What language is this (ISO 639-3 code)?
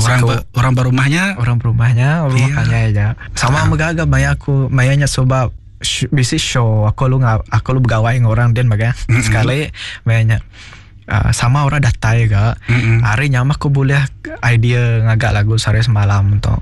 iba